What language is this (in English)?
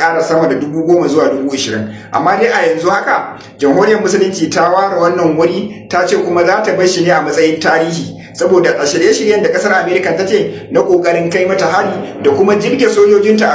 Hausa